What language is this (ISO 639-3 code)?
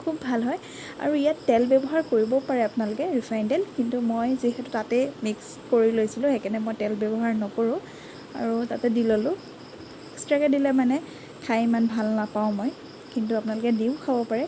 asm